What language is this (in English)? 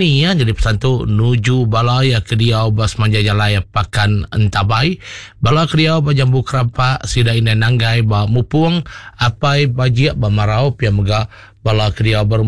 Iban